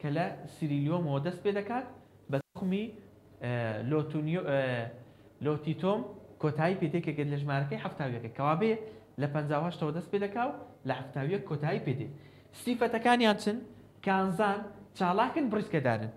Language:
Central Kurdish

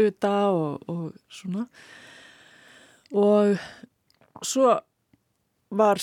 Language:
Icelandic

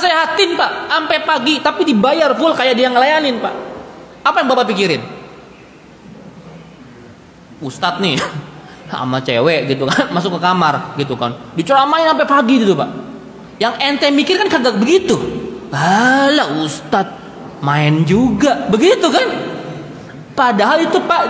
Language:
Indonesian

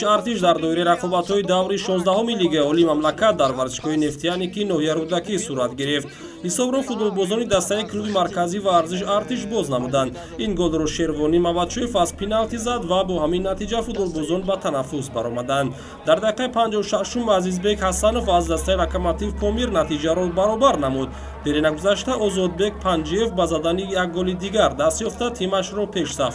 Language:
Tajik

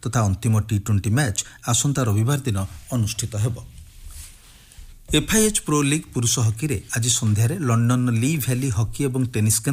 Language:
Odia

